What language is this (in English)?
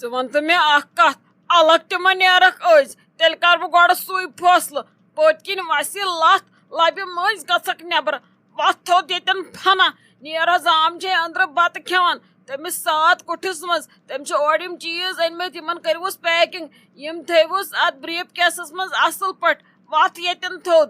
Kashmiri